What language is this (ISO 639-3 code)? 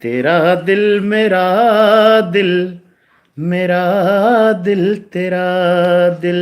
bgc